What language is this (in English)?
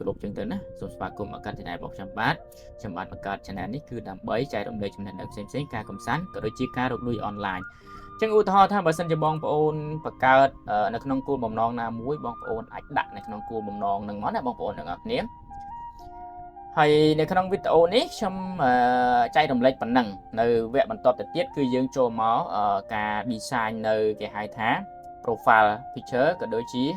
Khmer